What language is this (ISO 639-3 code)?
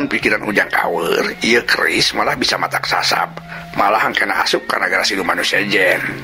sun